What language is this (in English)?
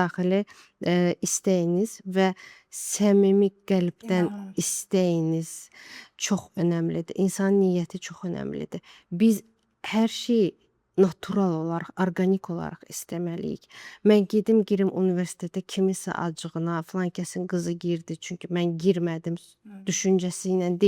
Azerbaijani